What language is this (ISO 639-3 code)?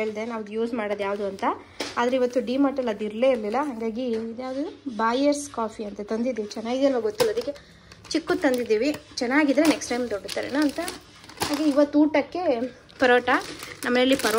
kan